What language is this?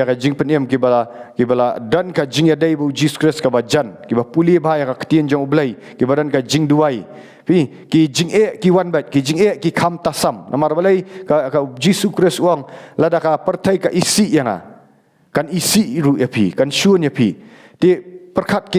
Khasi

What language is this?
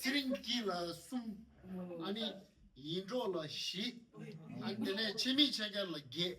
Tibetan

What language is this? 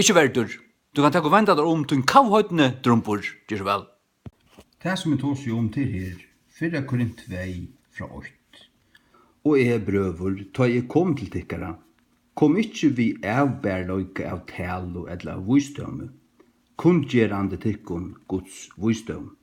Faroese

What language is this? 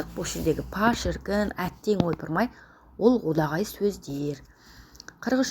Kazakh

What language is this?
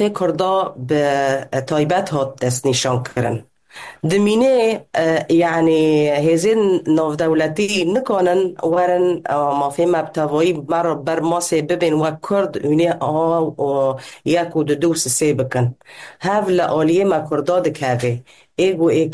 Kurdish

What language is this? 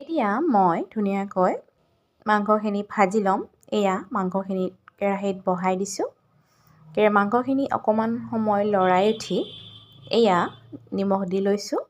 Assamese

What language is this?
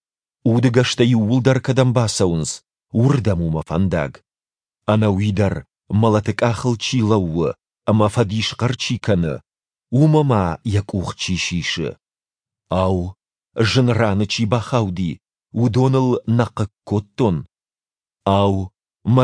Ossetic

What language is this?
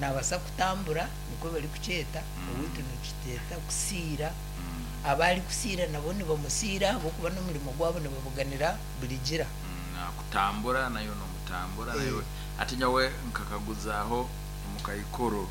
Nyankole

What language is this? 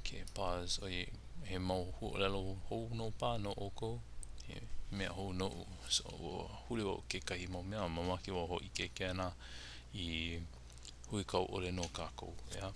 Hawaiian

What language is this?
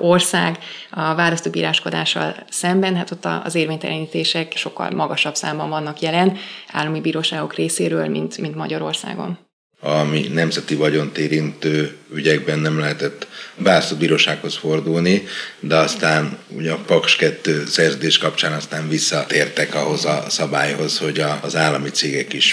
Hungarian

